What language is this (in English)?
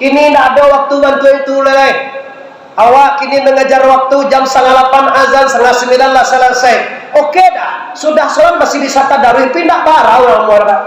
Minangkabau